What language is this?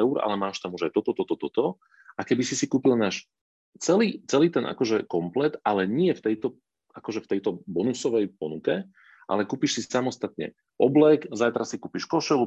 Slovak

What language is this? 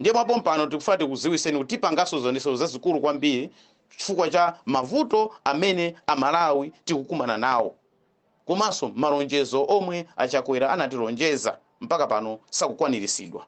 Nyanja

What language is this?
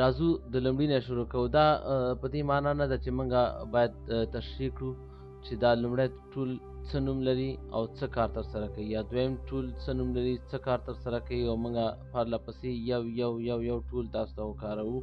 Pashto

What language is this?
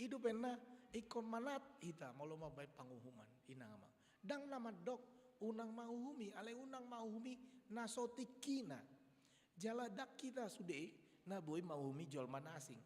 Batak Toba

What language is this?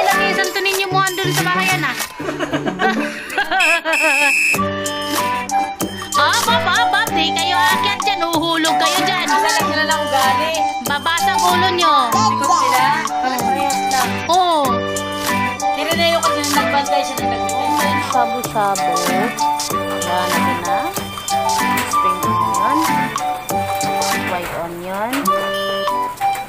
Filipino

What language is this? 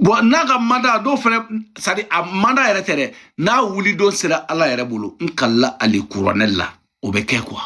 Bambara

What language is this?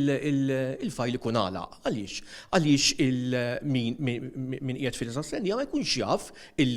Maltese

